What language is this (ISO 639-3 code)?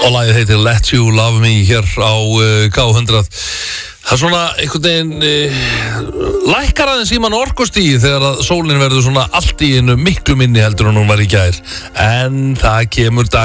isl